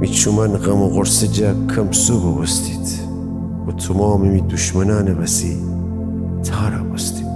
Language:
Gilaki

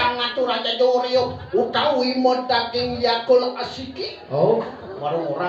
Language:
Balinese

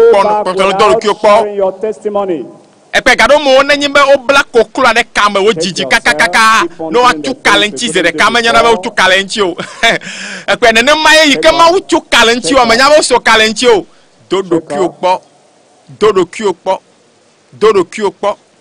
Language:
Ewe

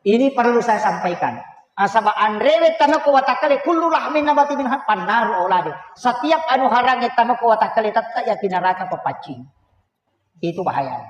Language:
Buginese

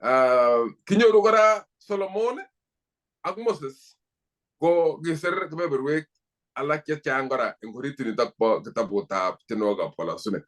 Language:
Kalenjin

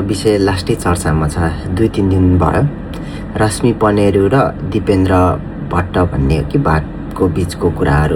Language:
Nepali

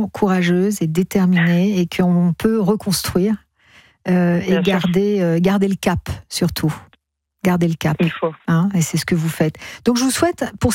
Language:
French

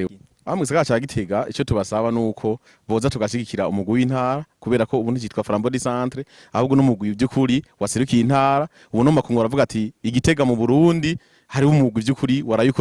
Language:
Rundi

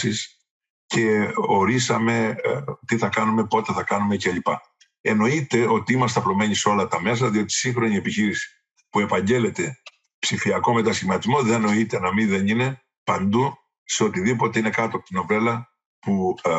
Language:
Greek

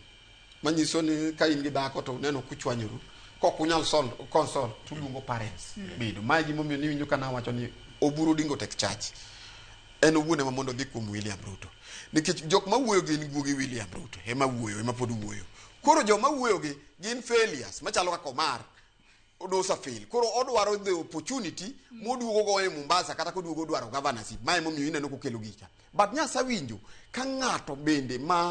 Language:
Luo (Kenya and Tanzania)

